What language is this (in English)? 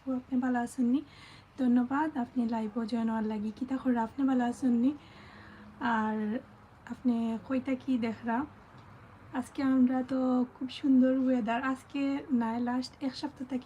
Sylheti